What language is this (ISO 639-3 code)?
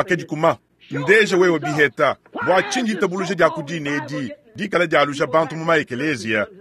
lua